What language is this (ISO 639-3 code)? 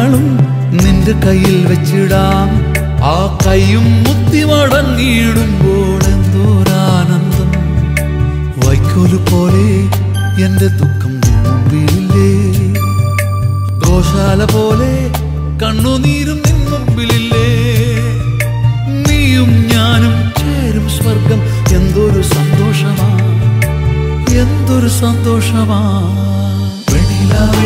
mal